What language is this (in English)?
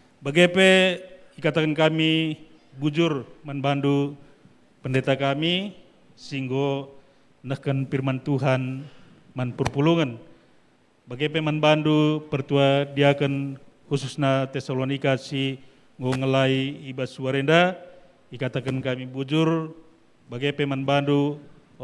Batak Karo